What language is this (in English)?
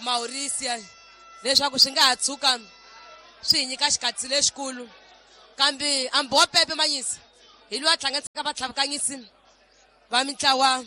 Tsonga